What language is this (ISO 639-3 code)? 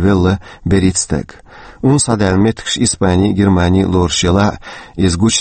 che